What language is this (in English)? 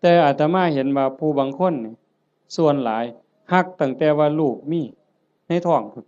Northeastern Thai